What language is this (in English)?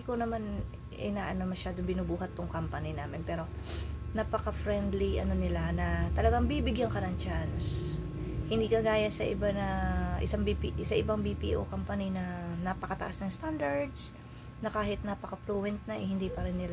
Filipino